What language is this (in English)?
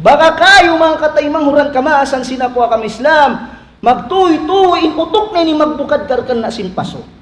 Tausug